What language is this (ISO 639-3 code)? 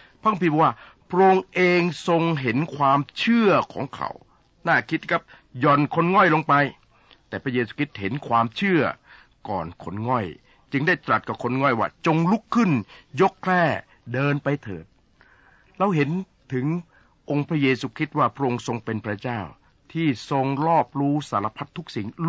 tha